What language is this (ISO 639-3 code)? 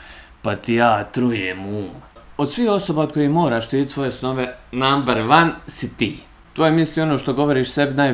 bos